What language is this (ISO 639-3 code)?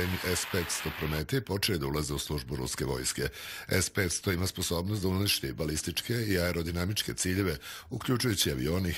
srp